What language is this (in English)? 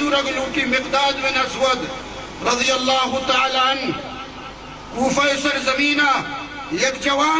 Eastern Balochi